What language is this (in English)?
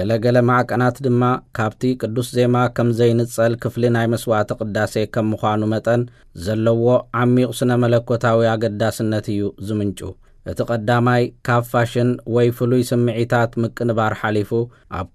Tigrinya